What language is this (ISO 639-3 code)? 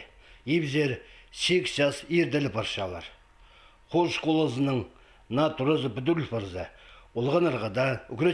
kjh